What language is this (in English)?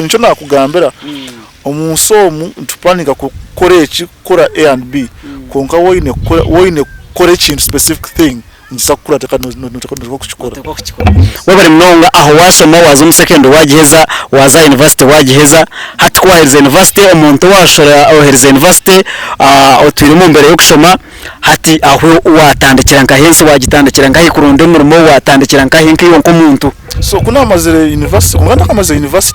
Nyankole